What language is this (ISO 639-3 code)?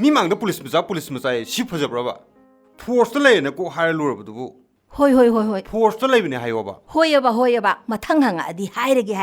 mni